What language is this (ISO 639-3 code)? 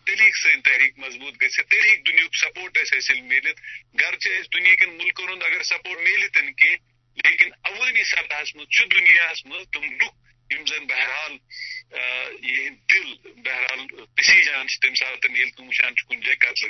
kas